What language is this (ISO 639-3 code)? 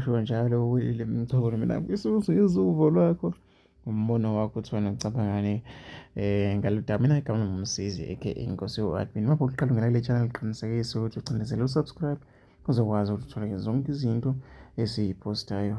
zul